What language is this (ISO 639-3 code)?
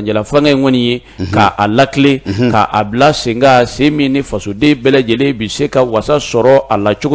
bam